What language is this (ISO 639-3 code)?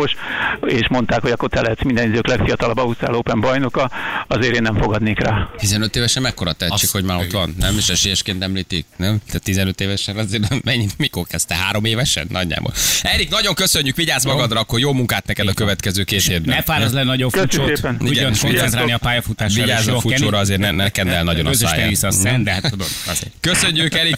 hun